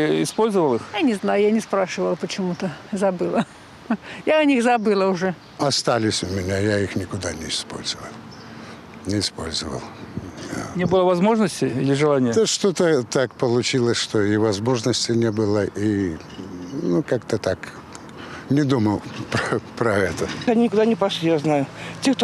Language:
Russian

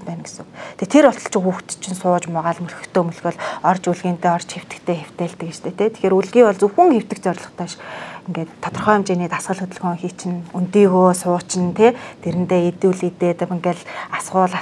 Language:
Mongolian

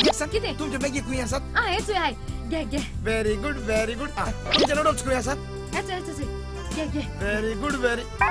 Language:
Konkani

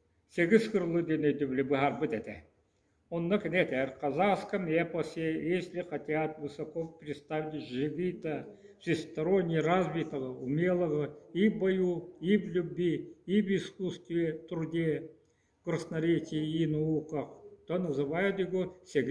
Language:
Yakut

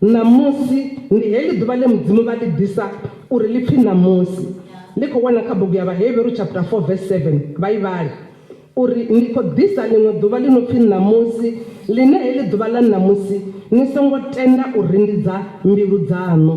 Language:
Venda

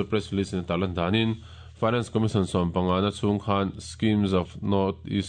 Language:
Mizo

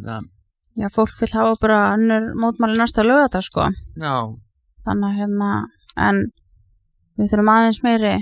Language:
Icelandic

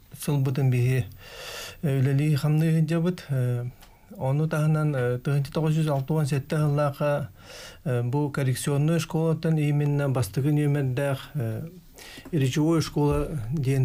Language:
Yakut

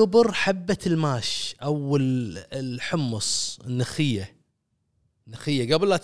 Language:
Gulf Arabic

